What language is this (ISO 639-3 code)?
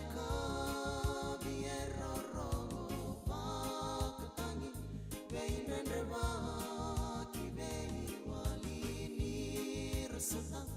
fij